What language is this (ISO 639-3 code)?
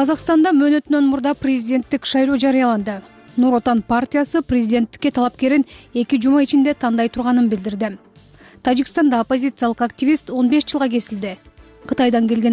kir